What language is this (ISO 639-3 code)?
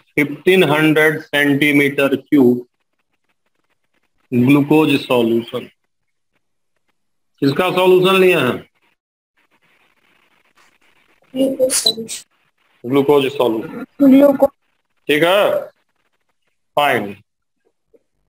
hin